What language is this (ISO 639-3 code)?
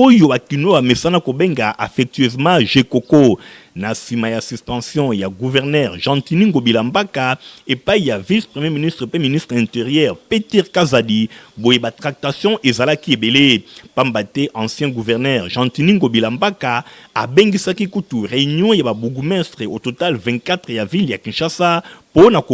lin